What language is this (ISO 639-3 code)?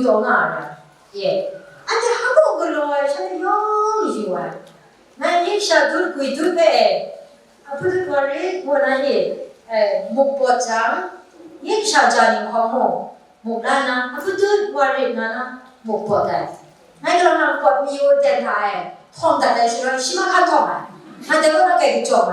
kac